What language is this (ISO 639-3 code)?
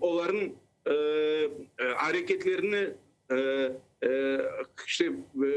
crh